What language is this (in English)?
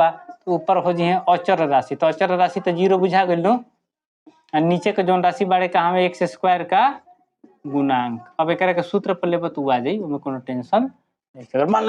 Bhojpuri